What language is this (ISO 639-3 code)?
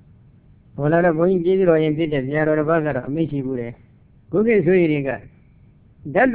mya